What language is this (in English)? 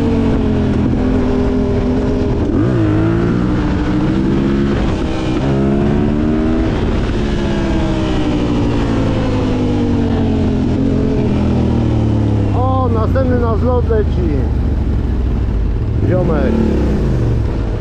Polish